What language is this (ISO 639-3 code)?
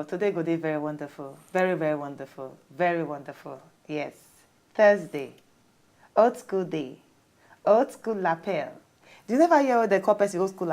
pcm